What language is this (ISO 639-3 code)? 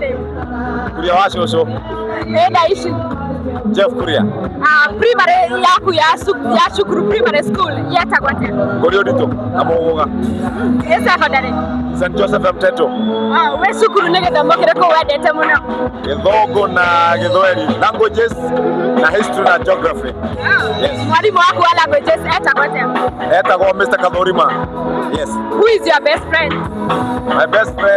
kik